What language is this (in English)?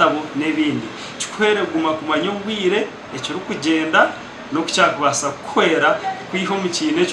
Nyankole